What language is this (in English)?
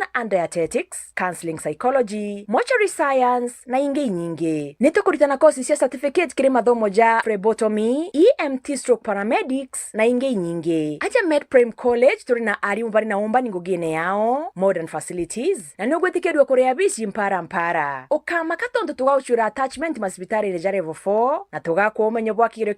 Meru